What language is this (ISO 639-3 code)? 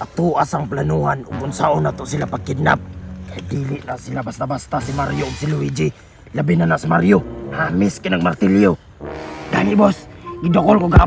ceb